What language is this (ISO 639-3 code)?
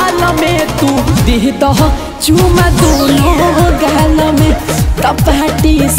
bho